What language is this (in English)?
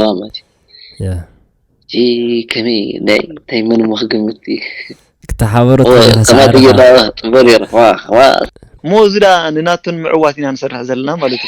Tigrinya